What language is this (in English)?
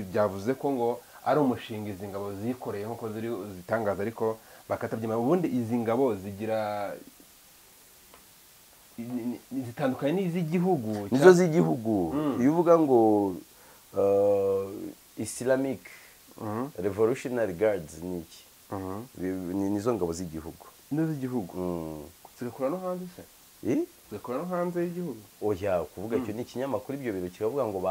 Kinyarwanda